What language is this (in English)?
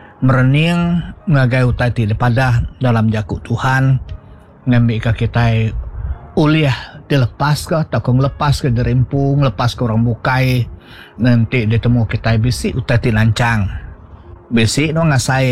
Iban